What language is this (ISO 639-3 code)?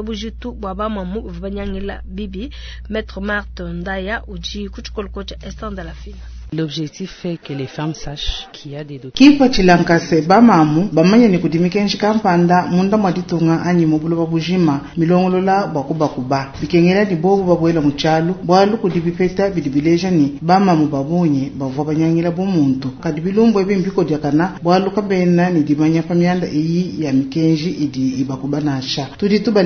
lua